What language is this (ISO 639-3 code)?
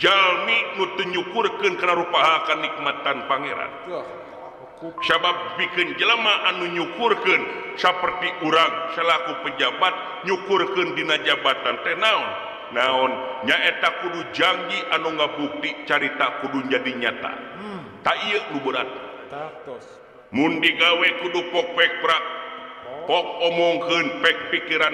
sun